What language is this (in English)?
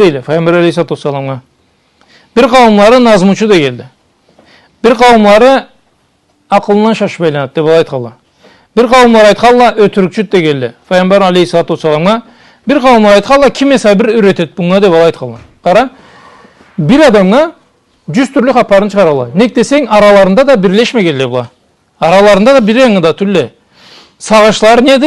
Karachay-Balkar